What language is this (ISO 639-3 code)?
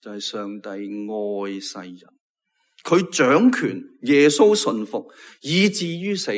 yue